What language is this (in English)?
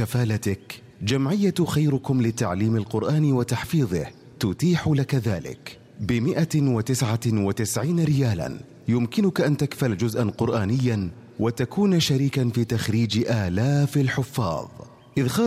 Arabic